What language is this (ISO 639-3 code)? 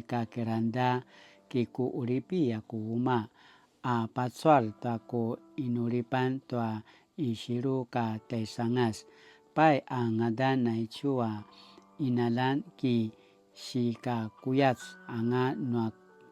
pwn